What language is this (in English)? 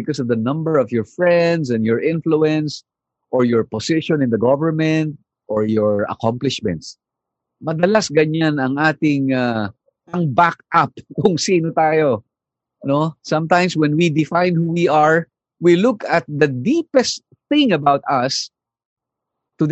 Filipino